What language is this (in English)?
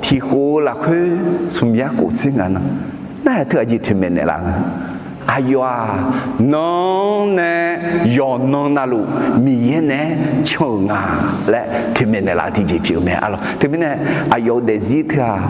Akha